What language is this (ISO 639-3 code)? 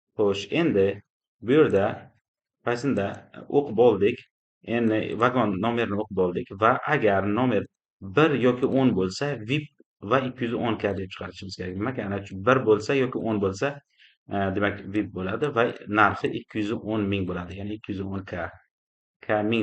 uzb